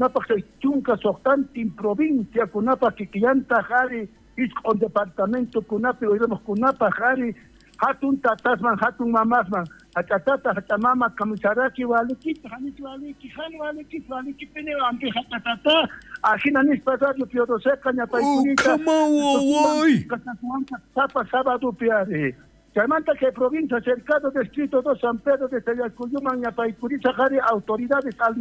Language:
South Bolivian Quechua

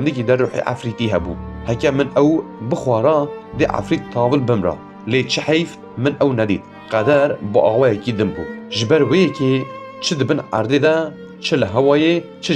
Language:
Kurdish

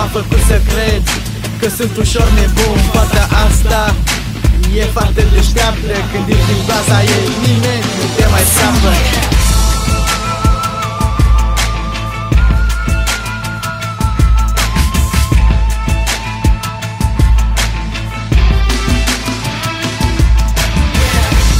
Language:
Romanian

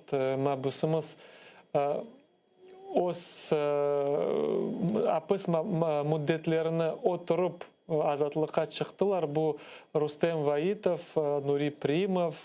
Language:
Crimean Tatar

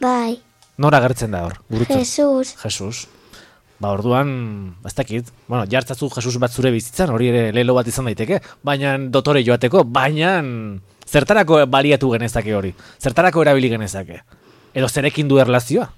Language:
Basque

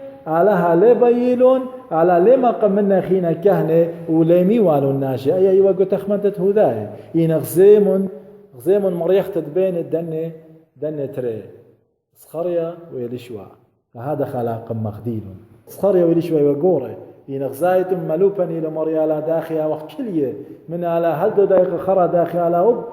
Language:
Assyrian Neo-Aramaic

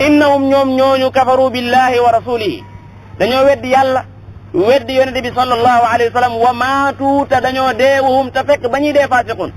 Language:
Wolof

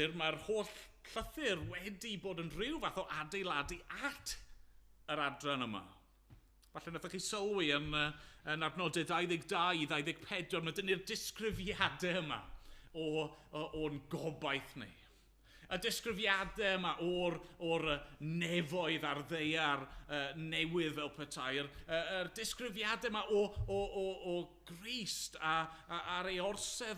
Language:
Welsh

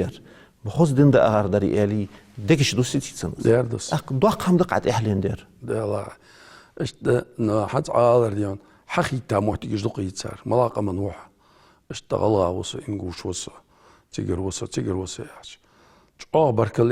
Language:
Ingush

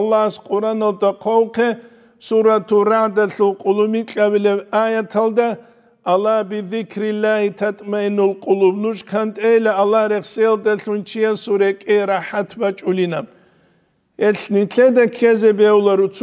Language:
Avaric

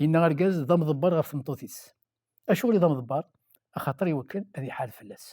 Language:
Kabyle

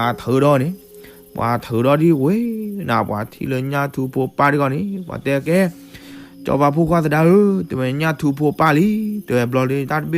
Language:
S'gaw Karen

